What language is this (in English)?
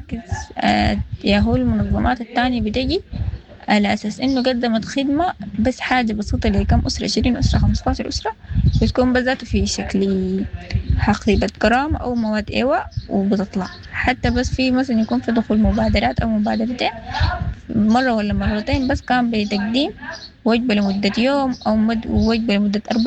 Sudanese Arabic